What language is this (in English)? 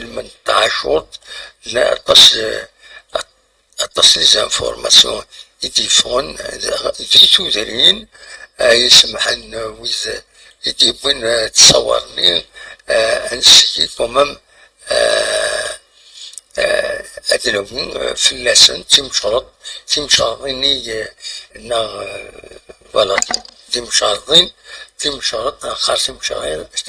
Kabyle